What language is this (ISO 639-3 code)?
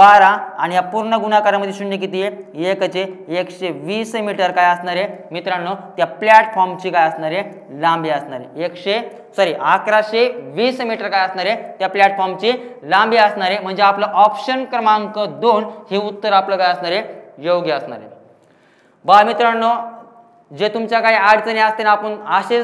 mar